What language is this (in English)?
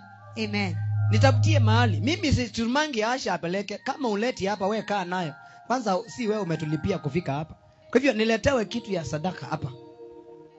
Swahili